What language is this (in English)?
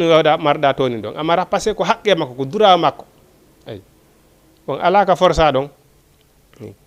Fula